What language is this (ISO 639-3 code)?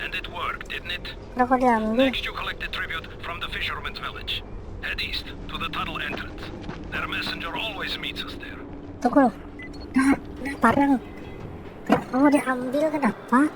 bjn